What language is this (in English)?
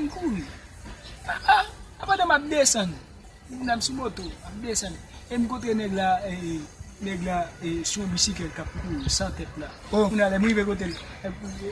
Haitian Creole